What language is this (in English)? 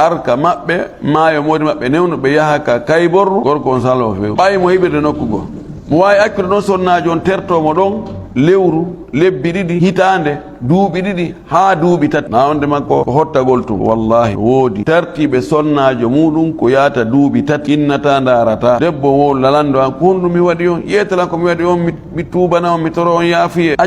Fula